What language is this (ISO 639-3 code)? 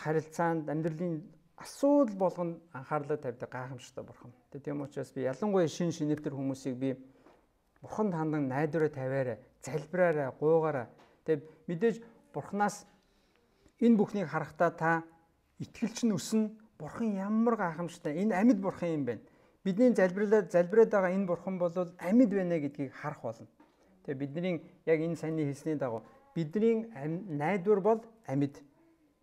mon